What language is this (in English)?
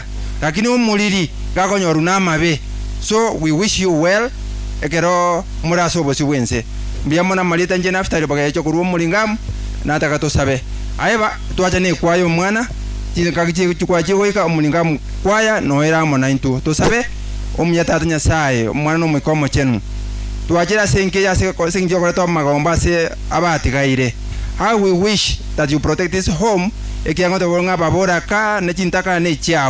Gusii